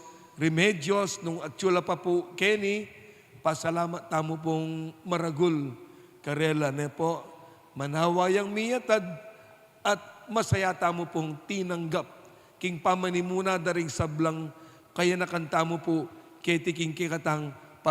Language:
Pampanga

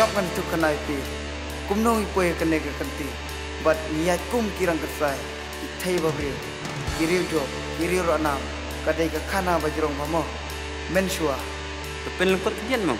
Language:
Khasi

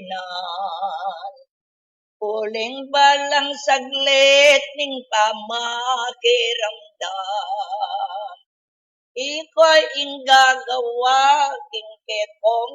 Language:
Pampanga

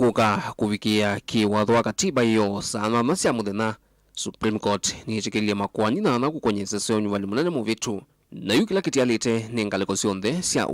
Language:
Kamba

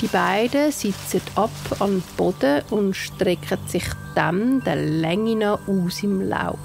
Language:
Swiss German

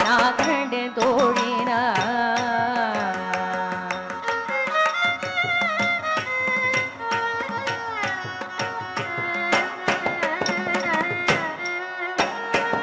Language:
Tamil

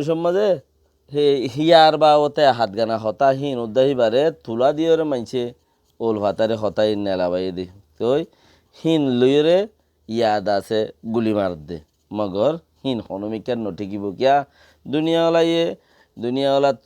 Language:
Rohingya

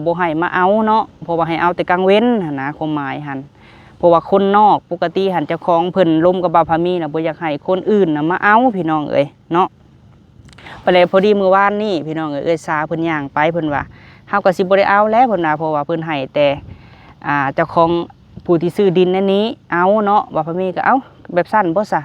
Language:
Lao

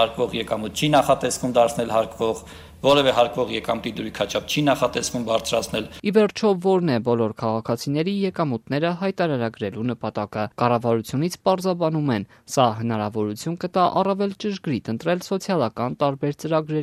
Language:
Armenian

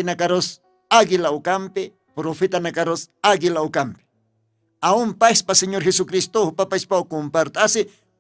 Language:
Aymara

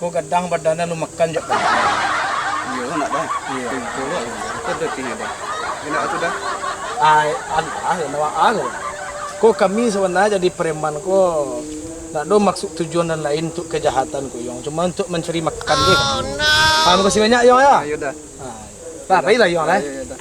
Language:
Minangkabau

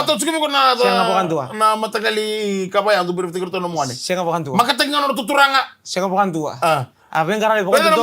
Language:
Fijian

